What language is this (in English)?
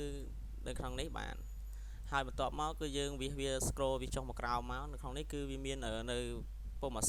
Khmer